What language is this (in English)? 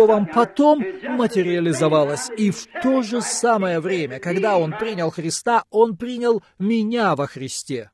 Russian